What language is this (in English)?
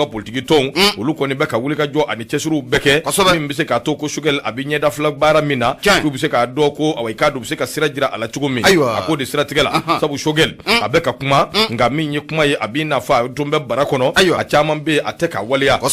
Bambara